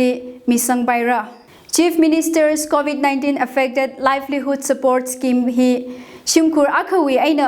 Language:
Tangkhul Naga (India)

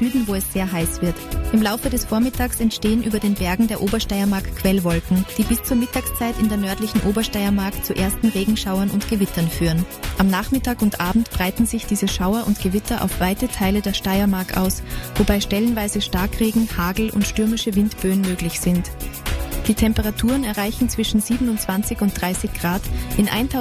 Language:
German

